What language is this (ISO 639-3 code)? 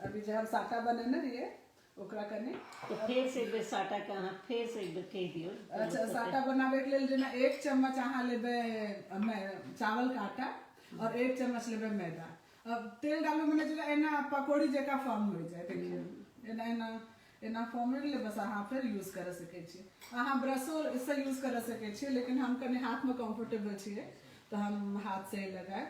mai